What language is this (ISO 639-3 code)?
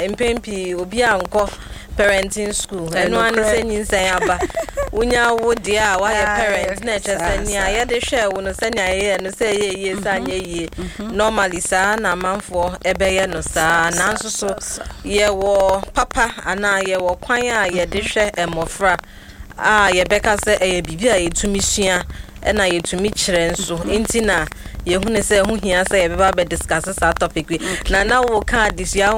aka